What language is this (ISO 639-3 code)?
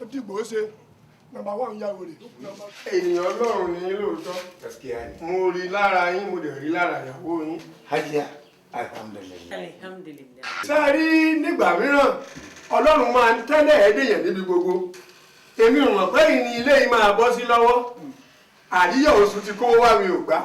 yor